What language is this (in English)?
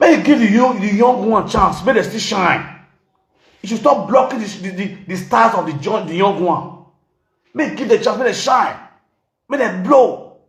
Nigerian Pidgin